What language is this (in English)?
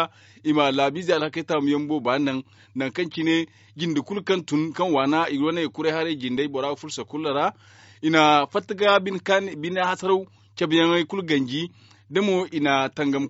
Zarma